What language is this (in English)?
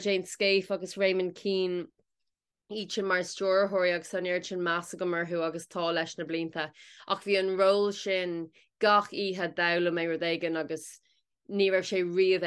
Irish